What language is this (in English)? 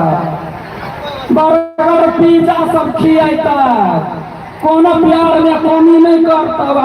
Maithili